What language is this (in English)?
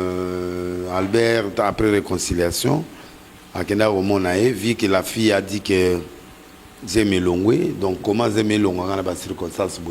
Lingala